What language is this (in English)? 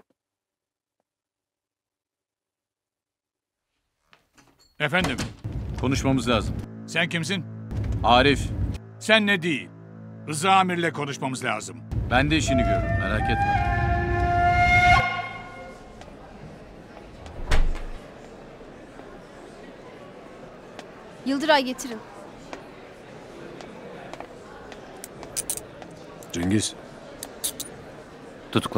Turkish